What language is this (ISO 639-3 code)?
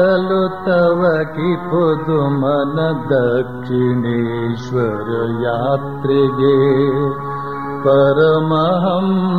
kan